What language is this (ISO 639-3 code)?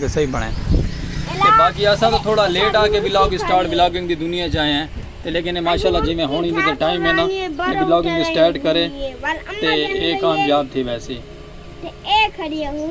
skr